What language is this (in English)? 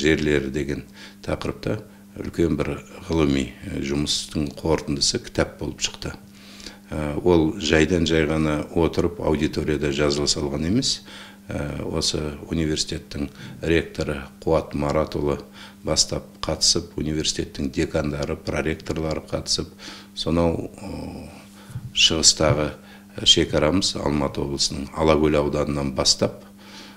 Kazakh